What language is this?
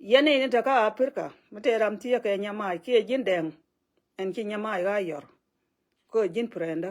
Nuer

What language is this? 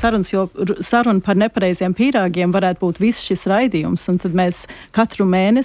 Latvian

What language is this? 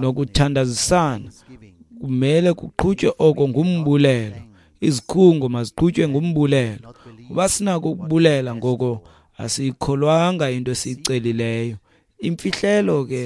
Xhosa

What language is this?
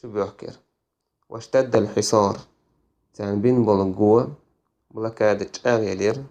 Chechen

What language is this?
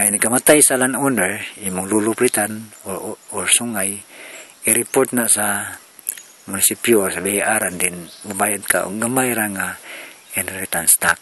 Cebuano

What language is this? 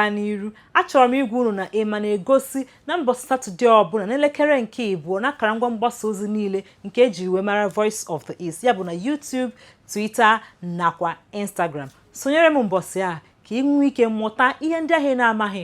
Igbo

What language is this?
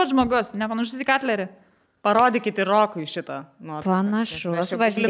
Lithuanian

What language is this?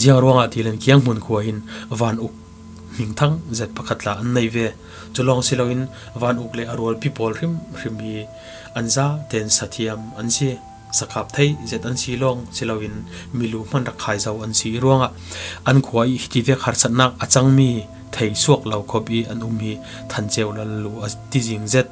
Falam Chin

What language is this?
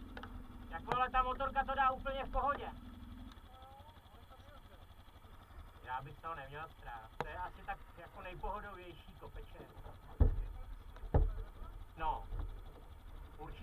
Czech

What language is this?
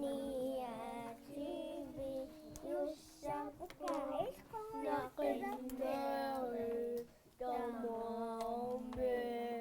Kalaallisut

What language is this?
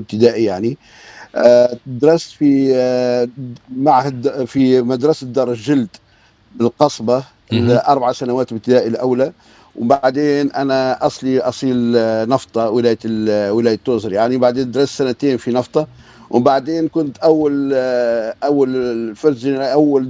Tunisian Arabic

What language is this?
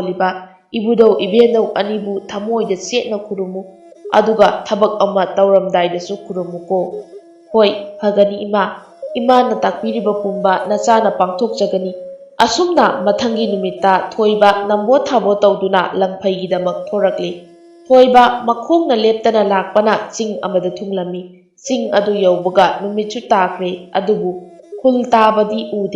Manipuri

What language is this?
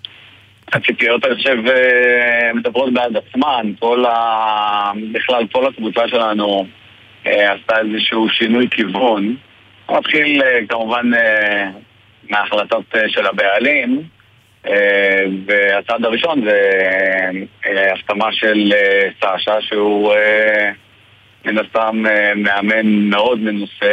Hebrew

